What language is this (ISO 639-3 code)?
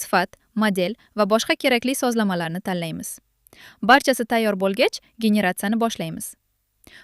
uzb